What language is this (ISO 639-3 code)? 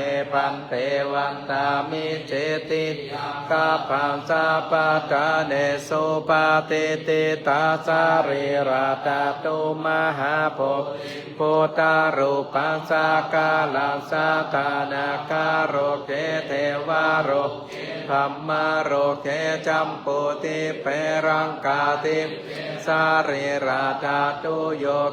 pli